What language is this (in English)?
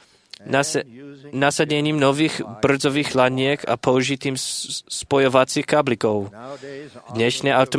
Slovak